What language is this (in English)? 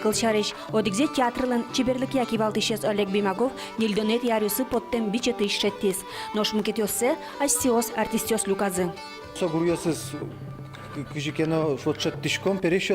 Udmurt